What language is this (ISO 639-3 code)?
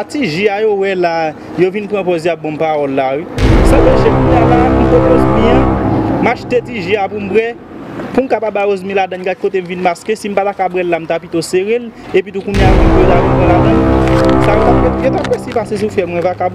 hat